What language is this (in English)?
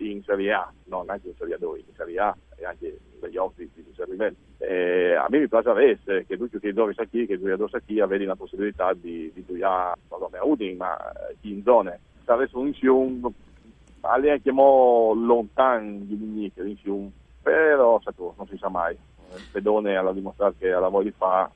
Friulian